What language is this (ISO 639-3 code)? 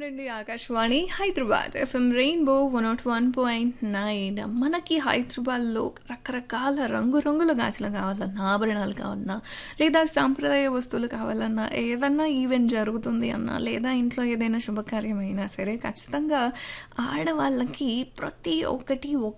tel